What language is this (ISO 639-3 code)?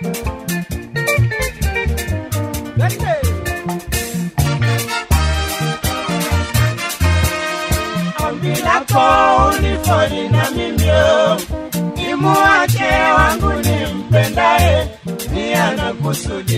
swa